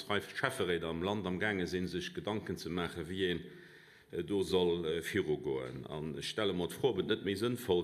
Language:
Luxembourgish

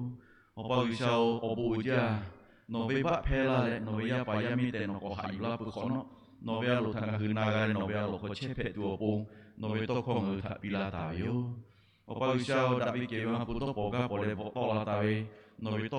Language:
Lahu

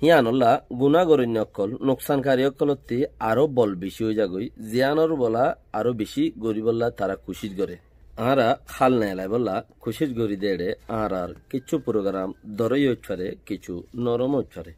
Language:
Rohingya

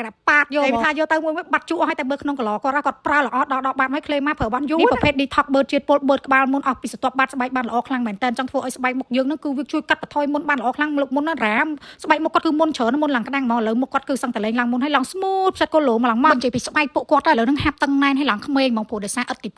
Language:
Khmer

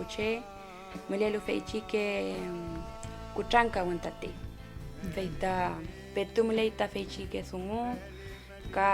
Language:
Mapuche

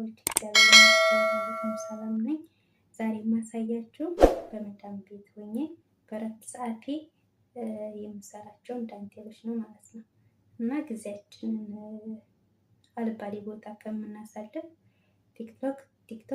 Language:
Amharic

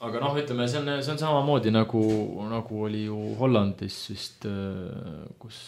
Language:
Estonian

